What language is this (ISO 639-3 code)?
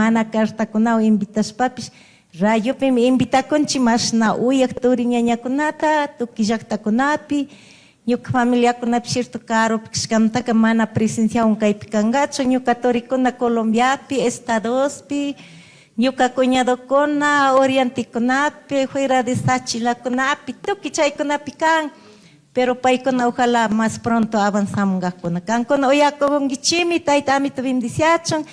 qug